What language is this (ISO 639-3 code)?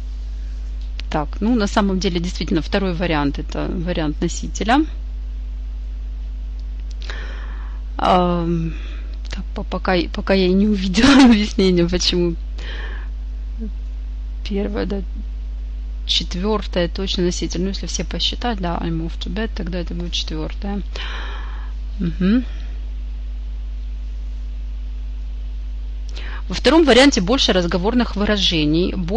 rus